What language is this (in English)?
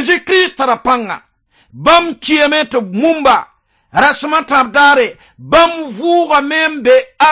Mossi